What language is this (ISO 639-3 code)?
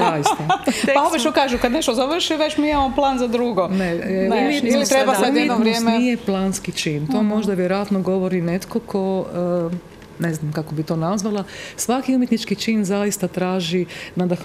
hrv